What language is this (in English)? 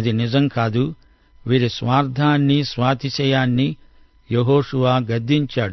Telugu